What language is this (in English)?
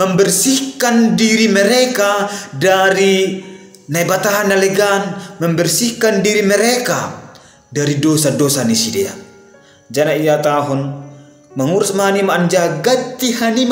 Batak Simalungun